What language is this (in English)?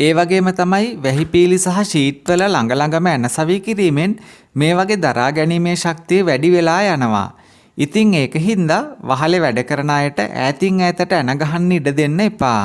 Sinhala